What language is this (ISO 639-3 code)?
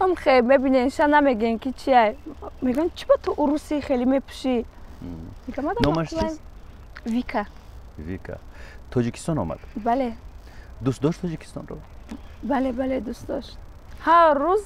tgk